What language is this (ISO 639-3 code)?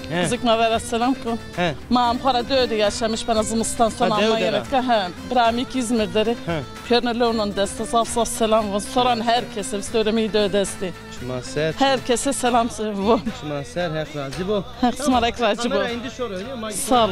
zza